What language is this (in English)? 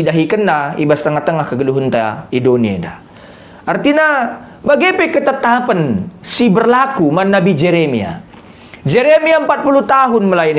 Batak Karo